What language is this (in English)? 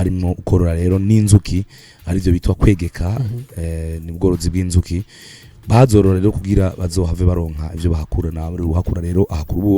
Rundi